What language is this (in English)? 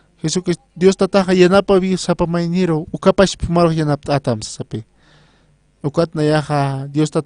Aymara